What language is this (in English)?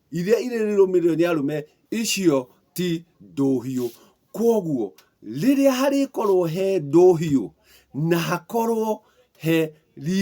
Kikuyu